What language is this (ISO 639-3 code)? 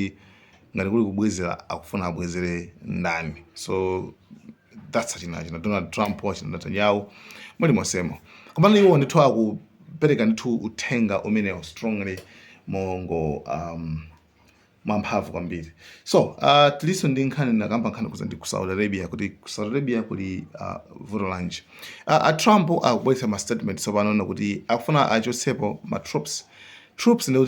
nya